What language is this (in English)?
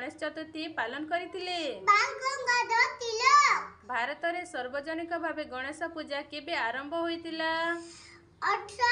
Odia